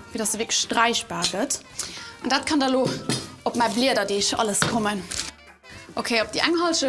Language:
Luxembourgish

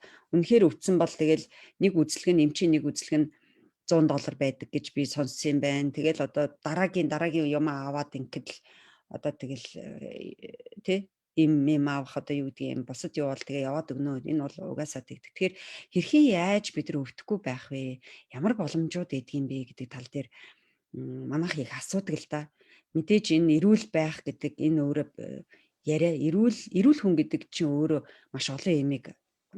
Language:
Mongolian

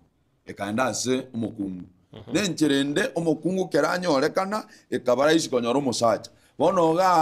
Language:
Gusii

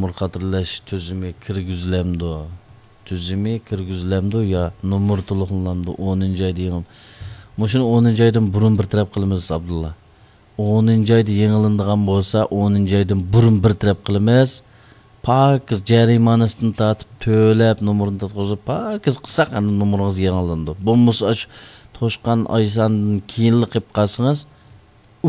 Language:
Uyghur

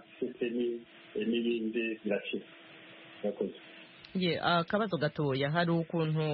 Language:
Kinyarwanda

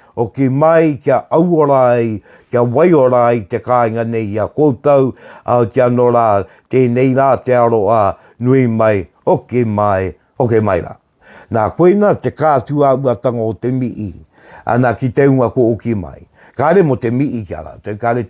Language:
Māori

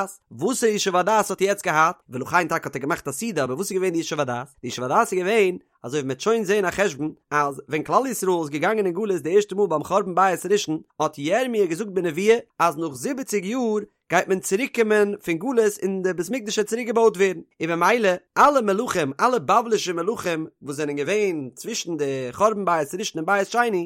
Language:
Yiddish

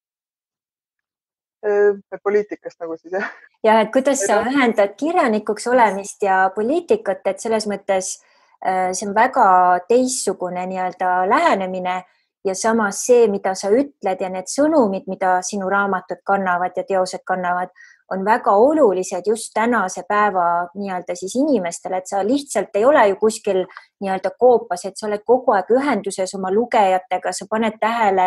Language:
Estonian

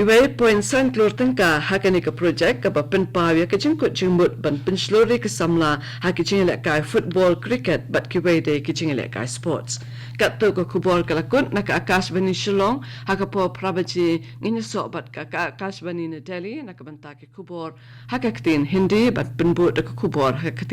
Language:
Khasi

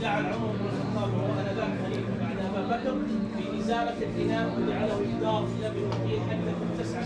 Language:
Balkan Romani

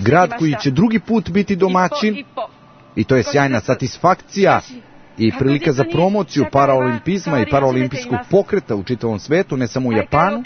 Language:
Serbian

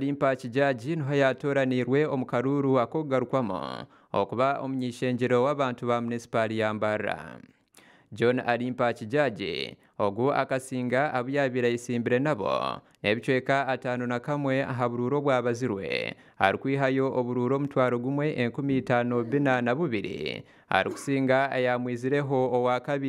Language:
Nyankole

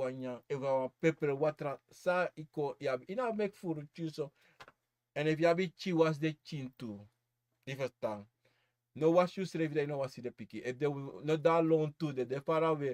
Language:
Sranan Tongo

